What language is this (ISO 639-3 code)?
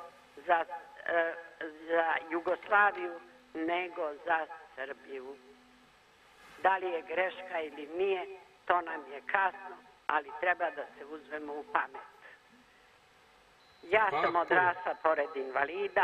srp